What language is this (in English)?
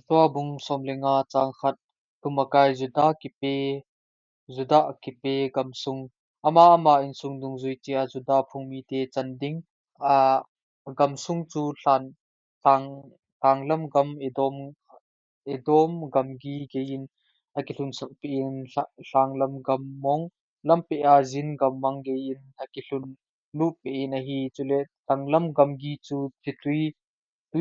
Thado Chin